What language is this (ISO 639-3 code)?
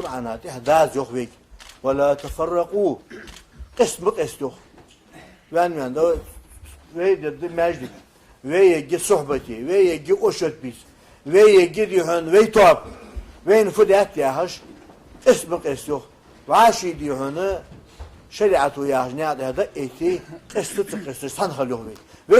inh